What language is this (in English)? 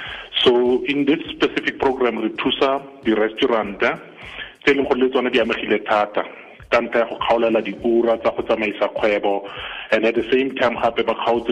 Tswana